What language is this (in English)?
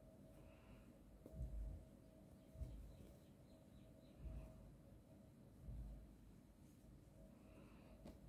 Kazakh